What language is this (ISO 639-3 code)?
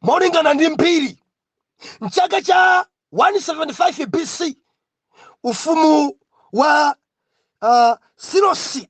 nya